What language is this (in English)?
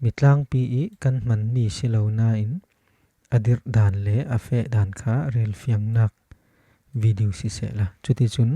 Falam Chin